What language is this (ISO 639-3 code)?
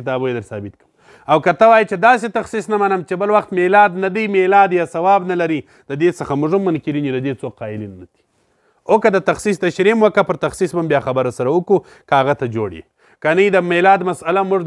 pus